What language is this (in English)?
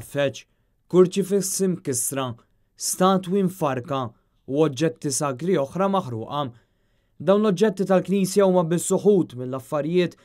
Maltese